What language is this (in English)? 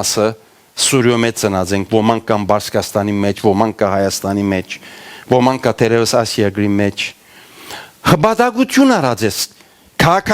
Western Armenian